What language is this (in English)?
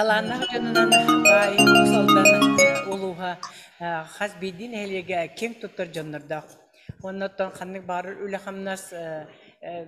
Yakut